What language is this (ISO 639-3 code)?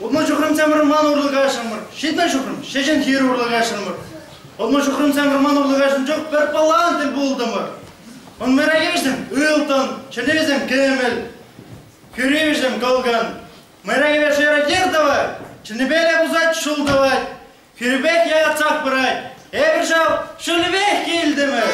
chv